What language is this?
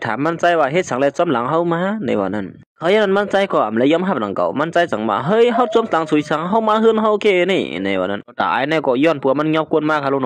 Shan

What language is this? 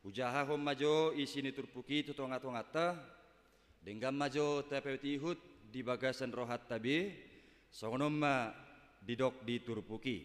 Batak Toba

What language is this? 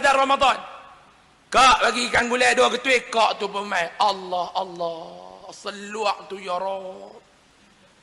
Malay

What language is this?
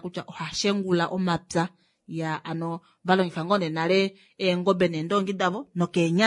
Kuanyama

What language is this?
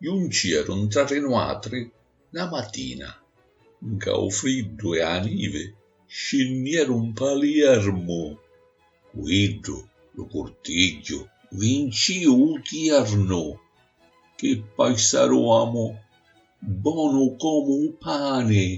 Sicilian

